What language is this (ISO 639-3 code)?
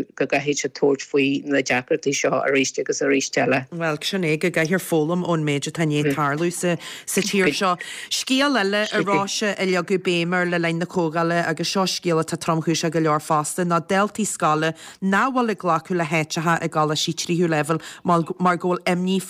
gle